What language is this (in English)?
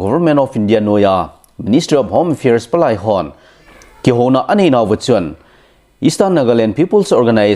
Thado Chin